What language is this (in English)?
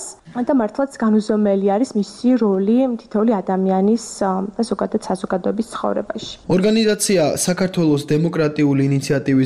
Georgian